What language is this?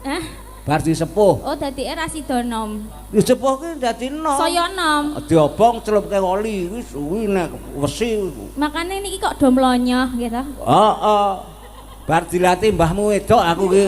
Javanese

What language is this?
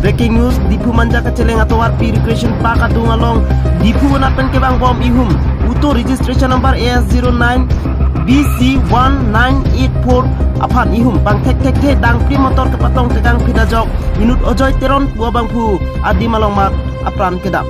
Karbi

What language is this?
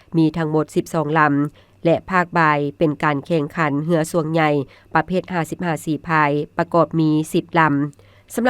Lao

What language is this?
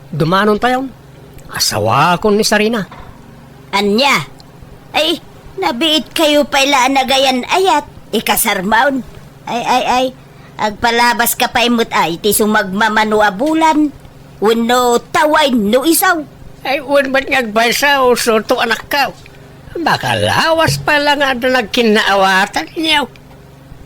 Iloko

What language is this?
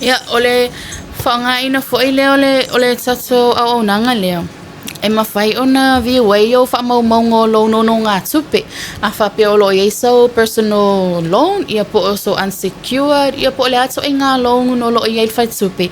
Samoan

